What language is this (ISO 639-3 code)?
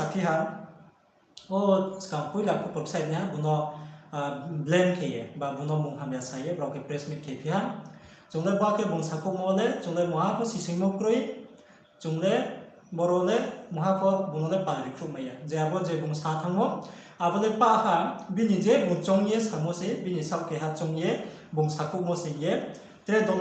ria